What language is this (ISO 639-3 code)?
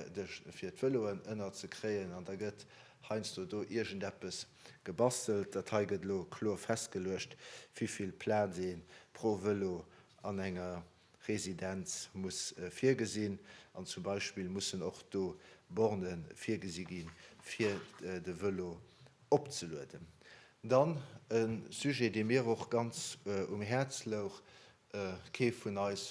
ltz